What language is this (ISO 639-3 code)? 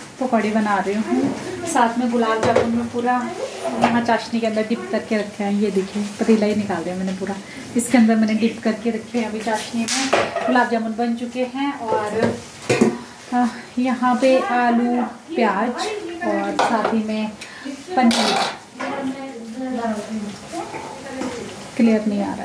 hin